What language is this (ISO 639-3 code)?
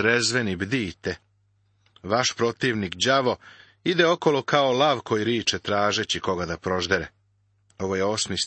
srp